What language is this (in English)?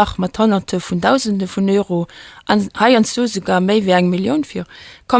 Luxembourgish